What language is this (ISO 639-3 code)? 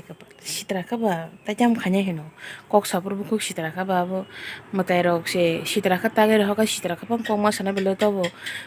trp